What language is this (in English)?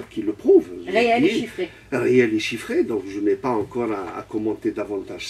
French